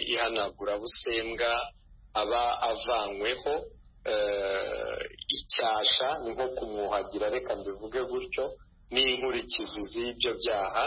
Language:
Kinyarwanda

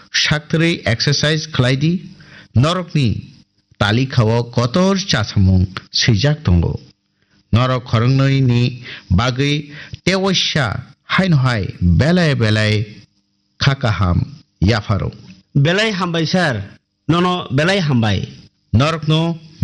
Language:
Kok Borok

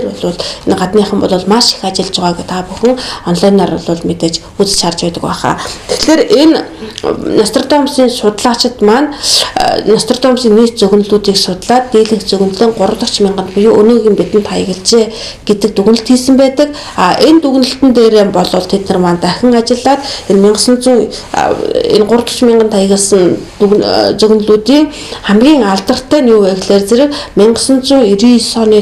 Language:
Mongolian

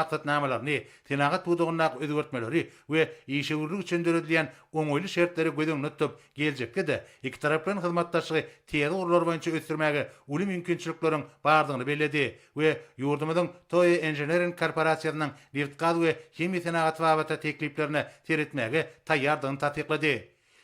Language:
Turkmen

